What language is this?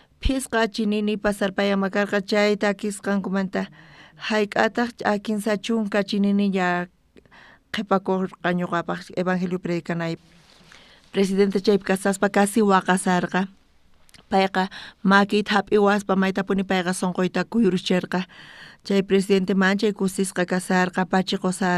South Bolivian Quechua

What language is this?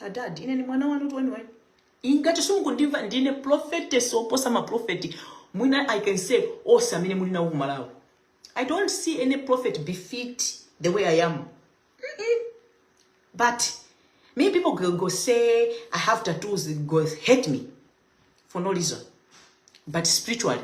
Nyanja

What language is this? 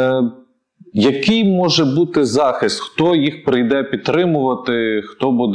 Ukrainian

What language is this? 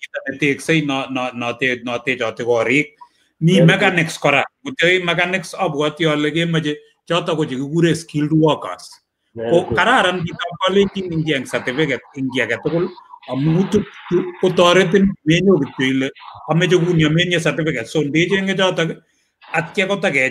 Kalenjin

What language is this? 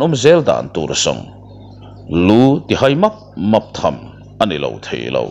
Mizo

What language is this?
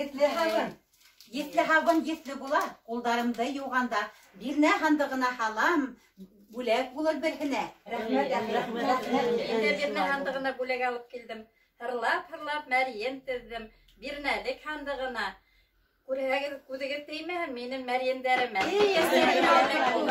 Bashkir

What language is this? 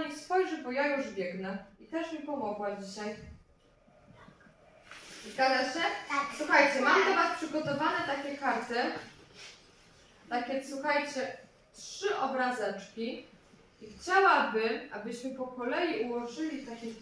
Polish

